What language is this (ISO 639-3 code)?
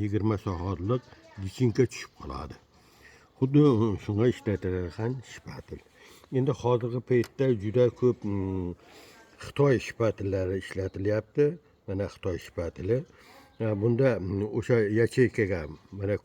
uzb